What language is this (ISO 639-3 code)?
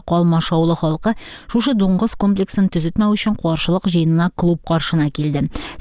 tat